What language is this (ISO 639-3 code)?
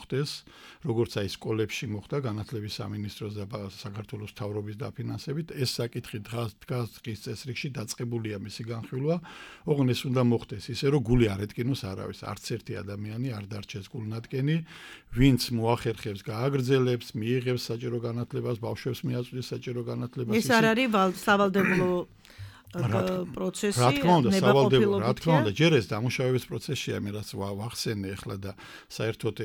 kat